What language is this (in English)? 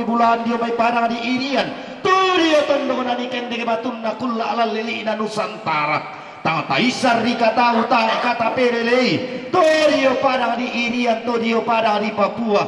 Toraja-Sa'dan